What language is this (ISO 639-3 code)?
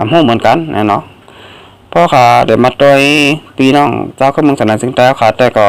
shn